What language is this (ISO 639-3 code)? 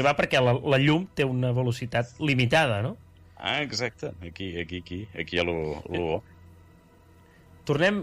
cat